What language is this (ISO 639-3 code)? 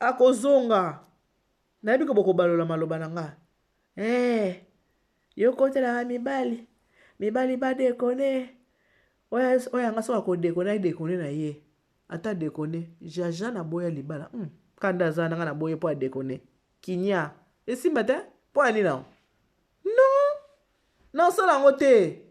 lin